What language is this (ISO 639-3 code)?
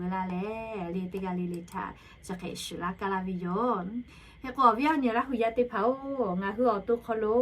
lhu